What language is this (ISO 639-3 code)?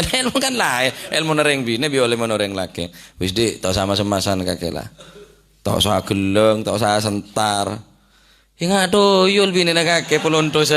mad